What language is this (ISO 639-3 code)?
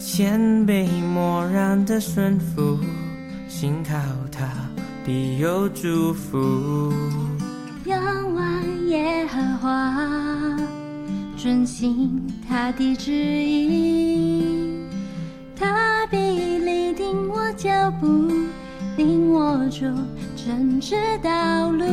yue